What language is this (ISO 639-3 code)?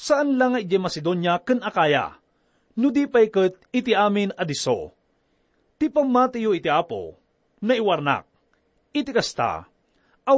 ilo